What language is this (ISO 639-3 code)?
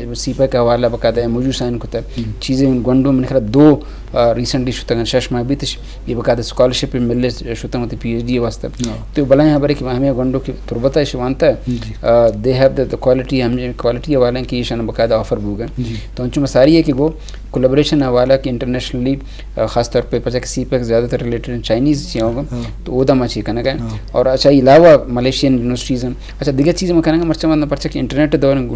bgp